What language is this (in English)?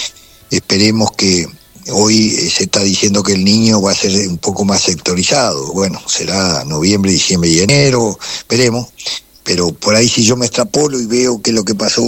Spanish